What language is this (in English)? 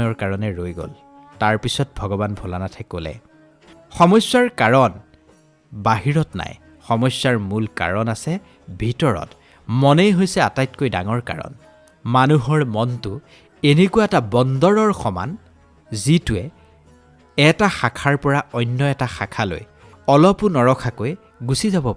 Assamese